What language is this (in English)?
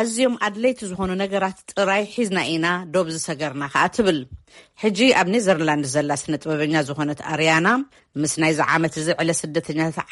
Tigrinya